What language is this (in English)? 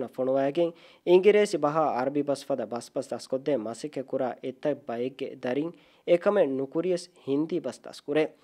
Divehi